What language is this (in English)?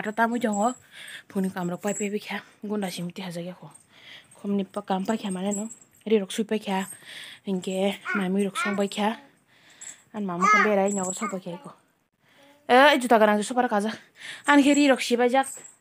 Kok Borok